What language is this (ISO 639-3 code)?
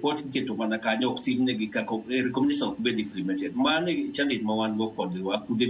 luo